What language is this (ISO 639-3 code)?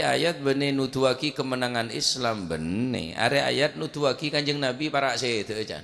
mad